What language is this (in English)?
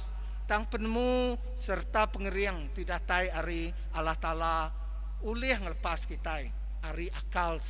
Iban